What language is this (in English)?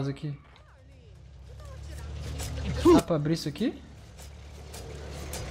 Portuguese